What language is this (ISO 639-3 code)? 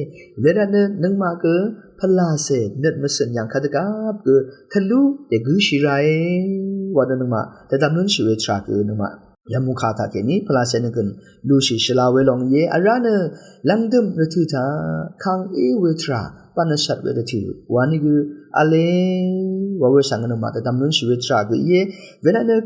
raw